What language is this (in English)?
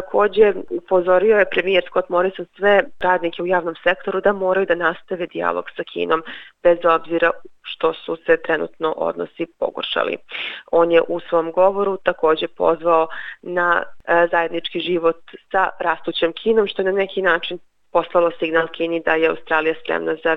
Serbian